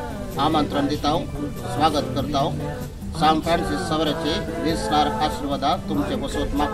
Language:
Konkani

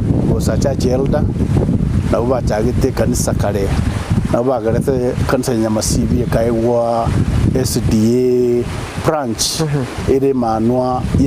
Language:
Gusii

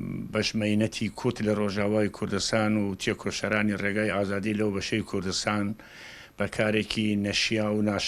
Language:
Central Kurdish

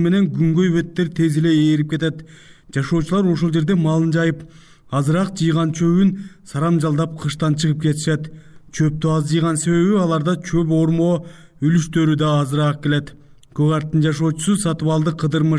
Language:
Kyrgyz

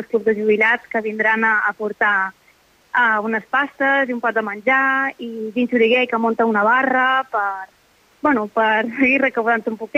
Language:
Catalan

